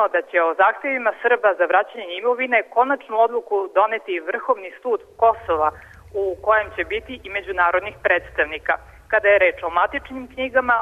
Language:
Serbian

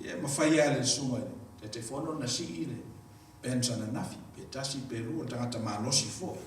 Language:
Samoan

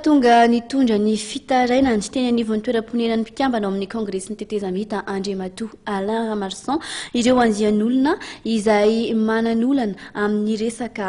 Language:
Malagasy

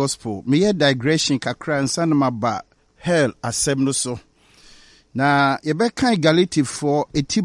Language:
Akan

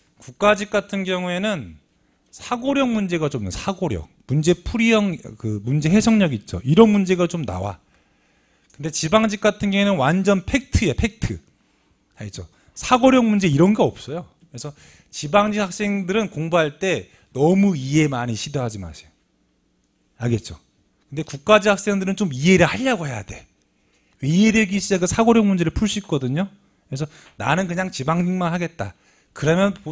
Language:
Korean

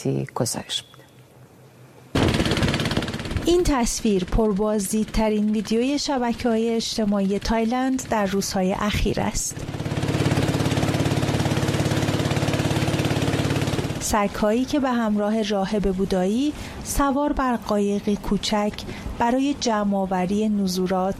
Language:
Persian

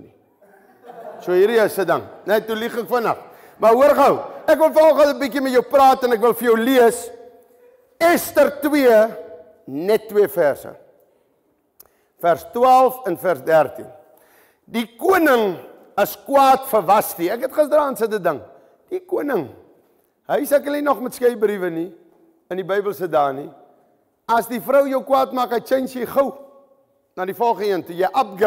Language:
Afrikaans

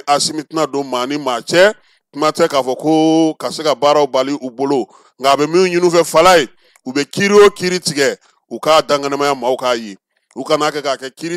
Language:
Bambara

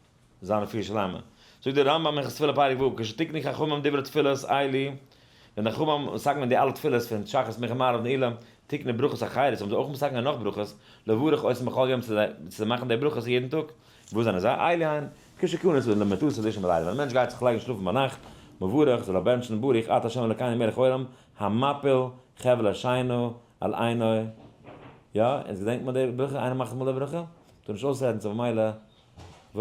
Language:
Yiddish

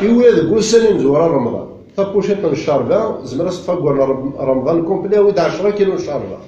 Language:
Kabyle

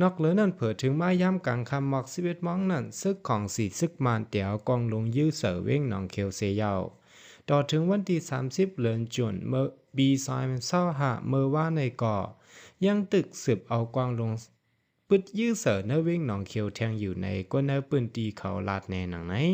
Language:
Shan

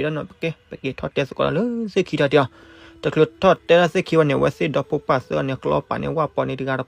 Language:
S'gaw Karen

